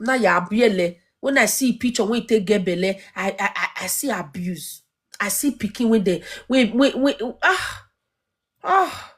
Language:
Nigerian Pidgin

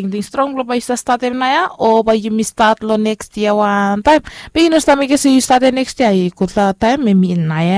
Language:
Bislama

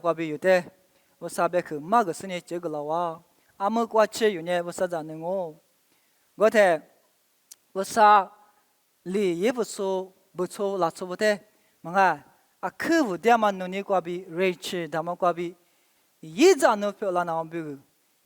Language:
Lisu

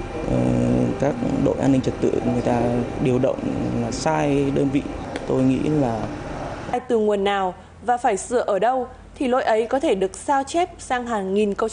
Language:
Vietnamese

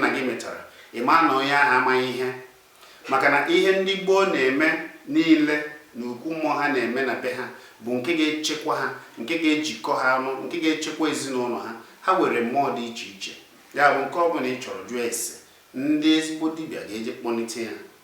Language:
Igbo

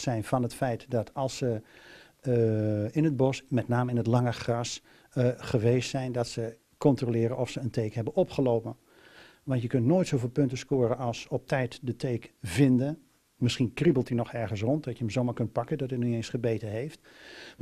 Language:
Dutch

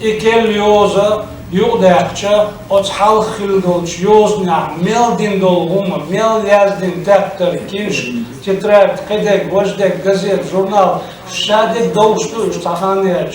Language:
Chechen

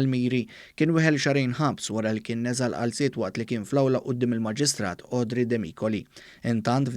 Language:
Maltese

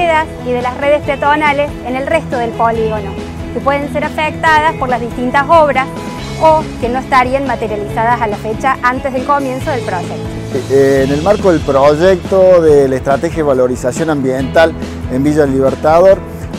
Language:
Spanish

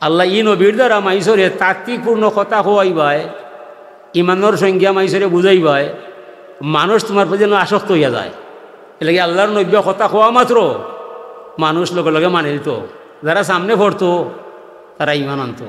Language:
Sylheti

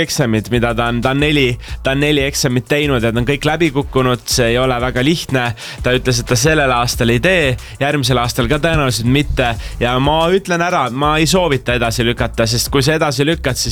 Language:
Estonian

